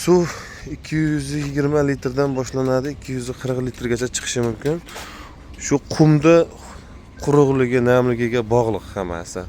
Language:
Uzbek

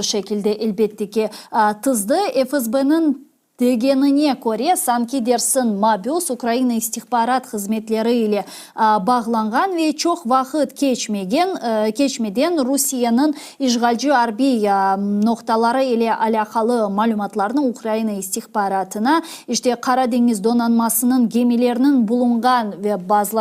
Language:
Crimean Tatar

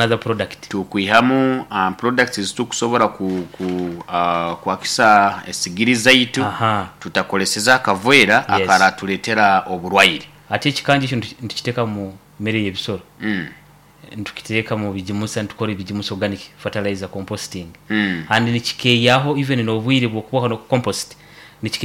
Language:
Nyoro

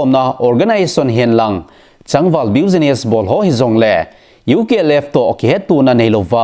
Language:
Thado Chin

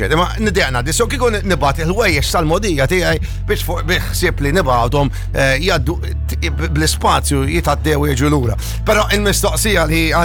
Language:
Maltese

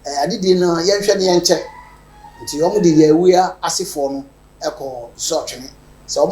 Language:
Akan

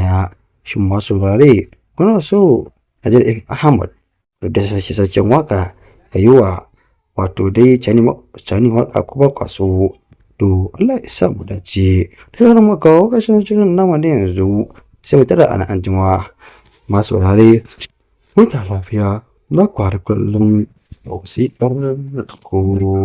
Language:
Hausa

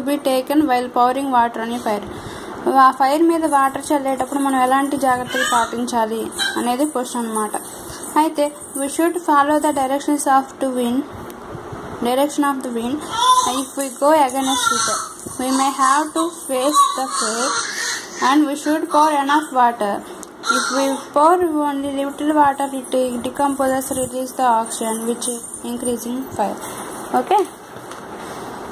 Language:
Telugu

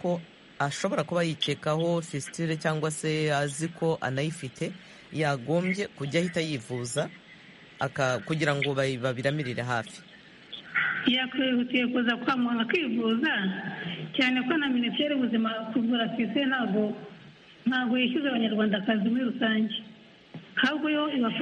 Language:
Kinyarwanda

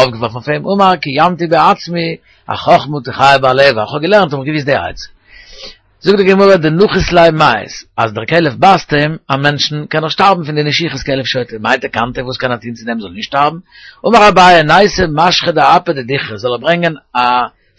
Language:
Yiddish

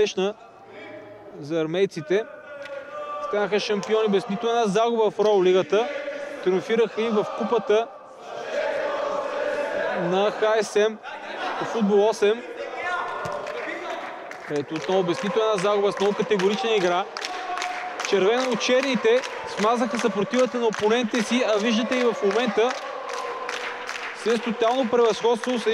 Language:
Bulgarian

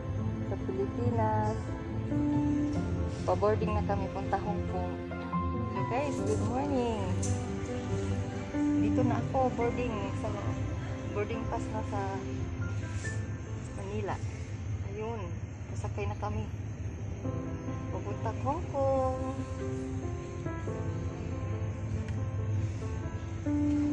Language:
Filipino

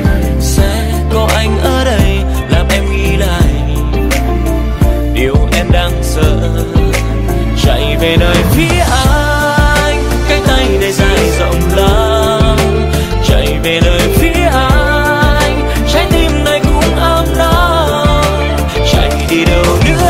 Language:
Vietnamese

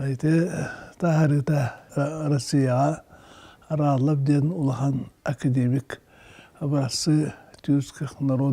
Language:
Yakut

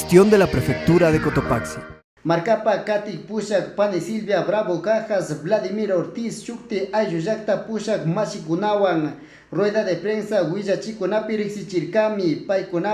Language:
Chimborazo Highland Quichua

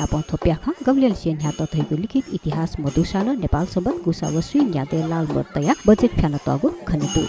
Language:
Newari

